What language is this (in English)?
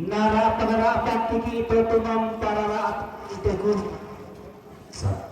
Toraja-Sa'dan